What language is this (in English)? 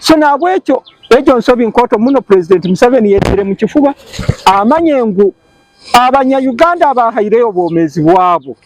Nyankole